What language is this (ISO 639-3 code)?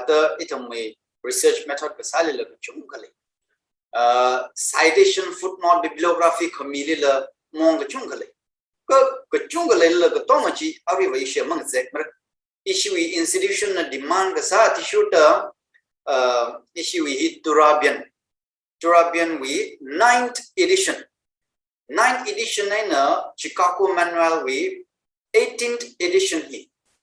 nmf